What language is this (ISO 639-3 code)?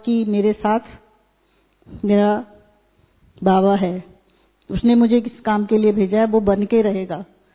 hin